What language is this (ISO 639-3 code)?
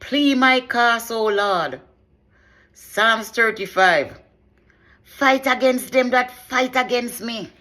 jam